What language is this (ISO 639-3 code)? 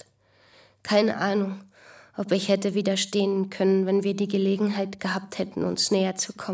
deu